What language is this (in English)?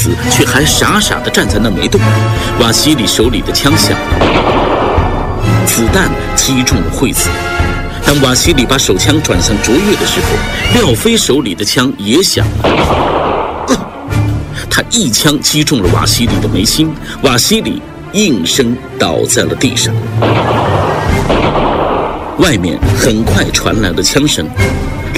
Chinese